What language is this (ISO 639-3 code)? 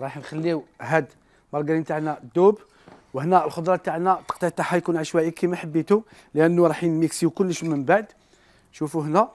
arq